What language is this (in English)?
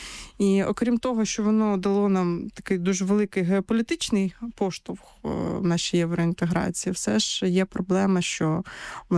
Ukrainian